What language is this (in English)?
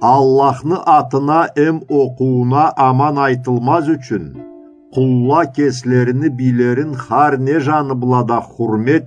Karachay-Balkar